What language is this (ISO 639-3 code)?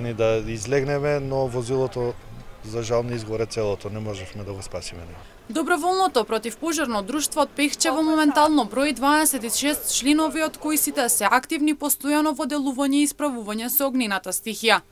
mkd